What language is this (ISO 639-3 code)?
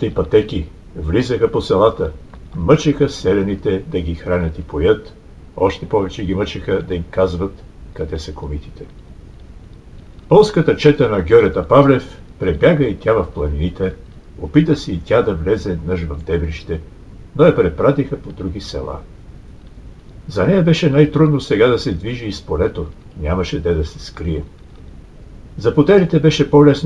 bul